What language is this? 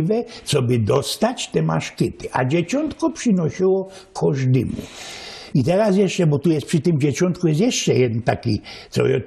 Silesian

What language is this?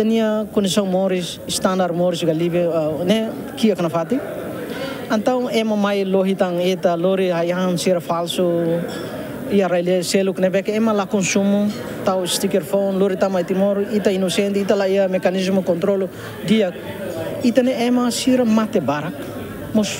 Tetum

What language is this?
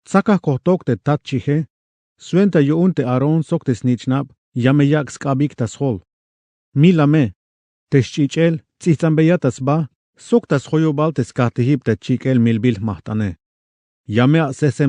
Tzeltal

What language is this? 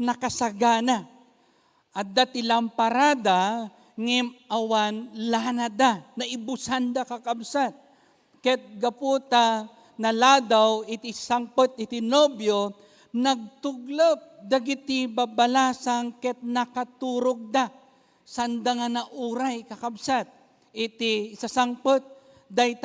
Iloko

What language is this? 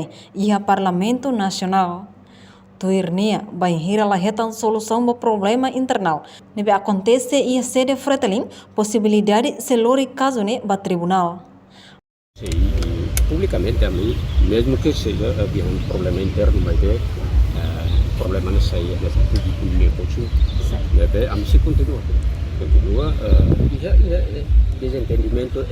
Tetum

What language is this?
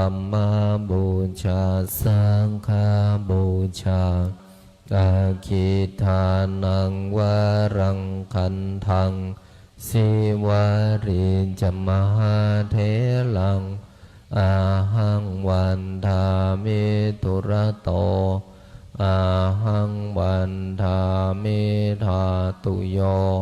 Pali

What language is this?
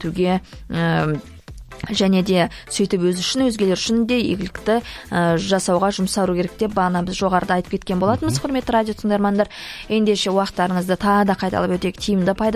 Kazakh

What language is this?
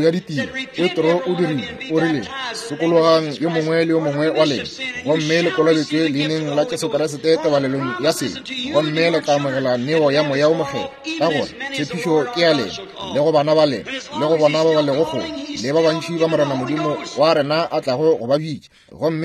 Northern Sotho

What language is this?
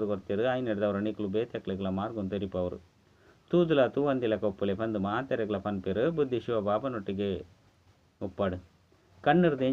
Tulu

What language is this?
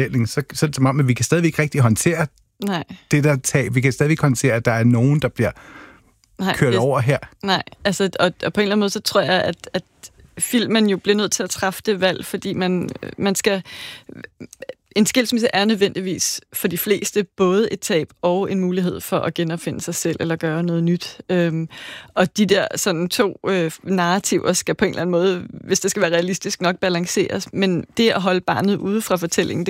Danish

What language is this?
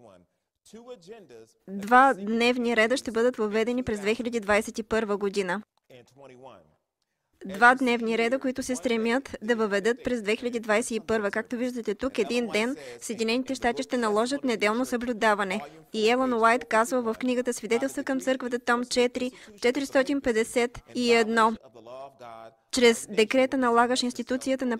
Bulgarian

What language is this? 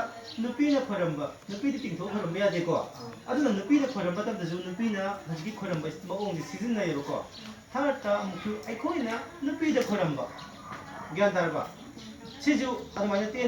Manipuri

